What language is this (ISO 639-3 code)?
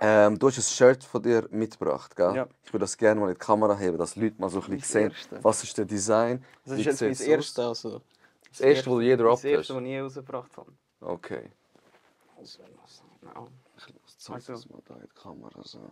gsw